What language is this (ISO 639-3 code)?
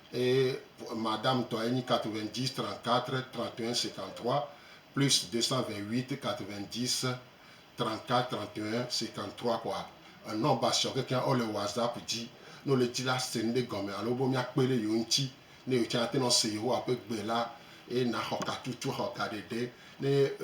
gej